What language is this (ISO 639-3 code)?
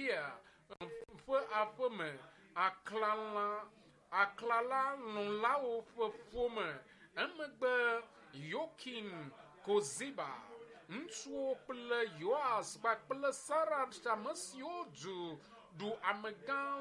ewe